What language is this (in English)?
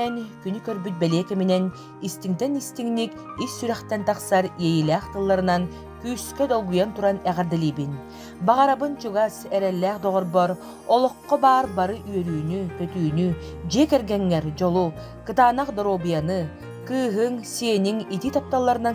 Yakut